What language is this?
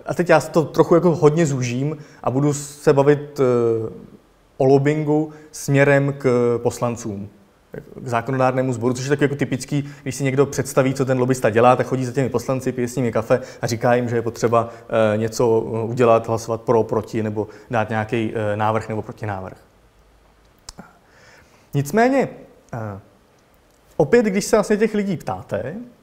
Czech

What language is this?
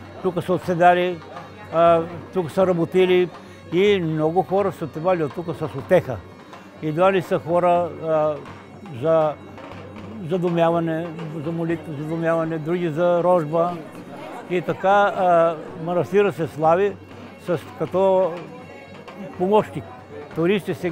Bulgarian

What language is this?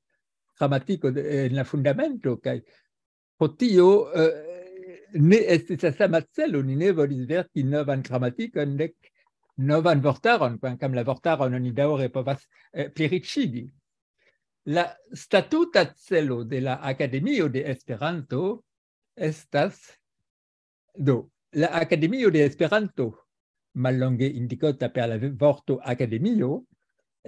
Esperanto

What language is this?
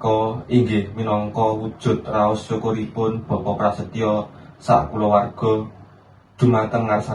Javanese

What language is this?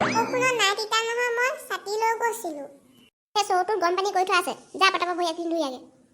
Assamese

